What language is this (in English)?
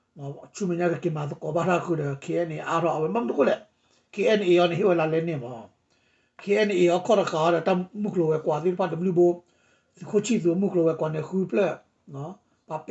S'gaw Karen